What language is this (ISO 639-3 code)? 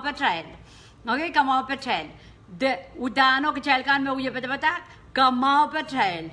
pon